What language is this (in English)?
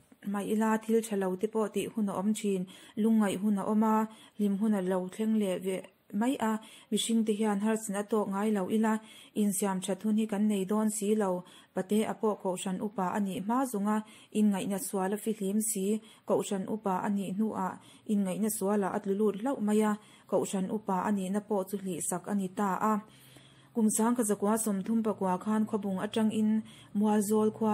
Mizo